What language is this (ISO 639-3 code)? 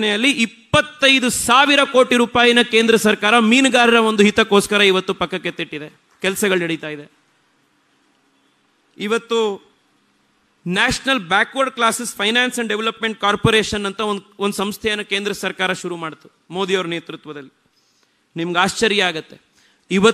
kan